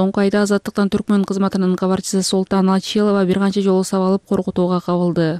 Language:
Kyrgyz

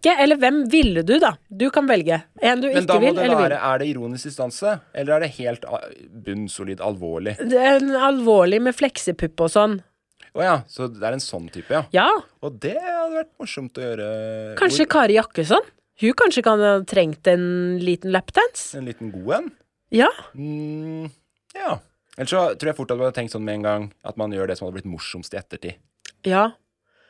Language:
Norwegian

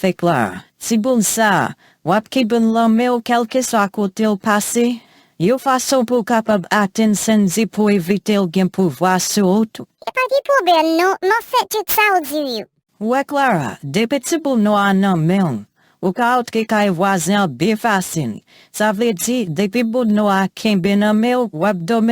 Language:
Haitian Creole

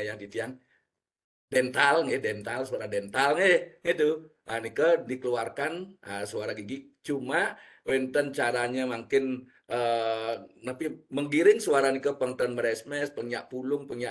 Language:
Balinese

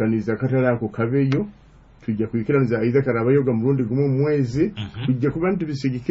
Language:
Nyoro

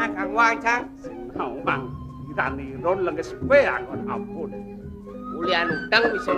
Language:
Balinese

